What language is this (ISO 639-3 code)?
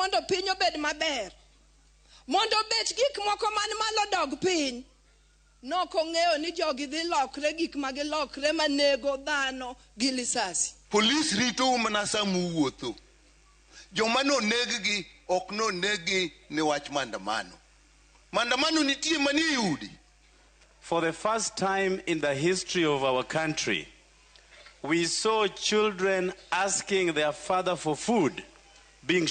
luo